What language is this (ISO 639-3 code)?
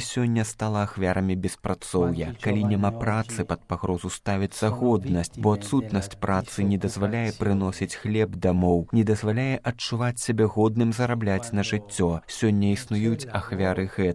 bel